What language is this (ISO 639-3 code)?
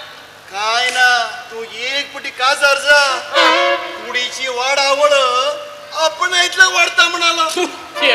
kok